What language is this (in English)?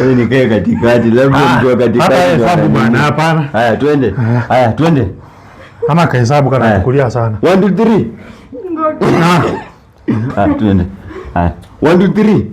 Swahili